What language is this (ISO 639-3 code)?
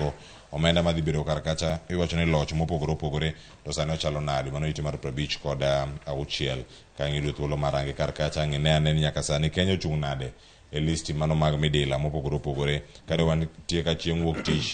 luo